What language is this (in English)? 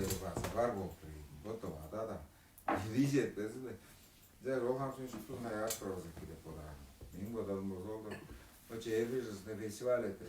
Tuvinian